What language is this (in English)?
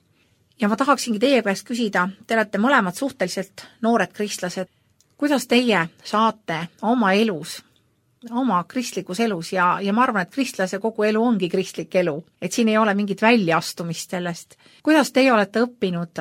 Estonian